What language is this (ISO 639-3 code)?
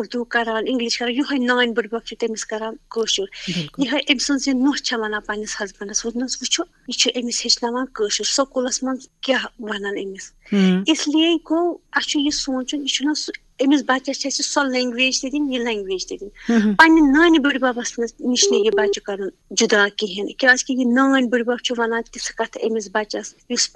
kas